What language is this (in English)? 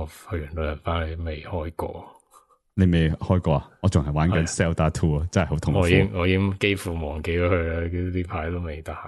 Cantonese